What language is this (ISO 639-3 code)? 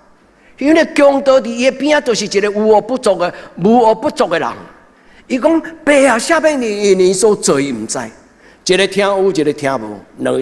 nan